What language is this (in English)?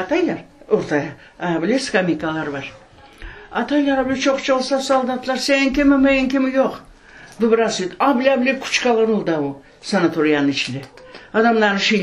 Crimean Tatar